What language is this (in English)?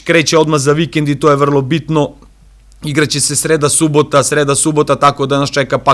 Serbian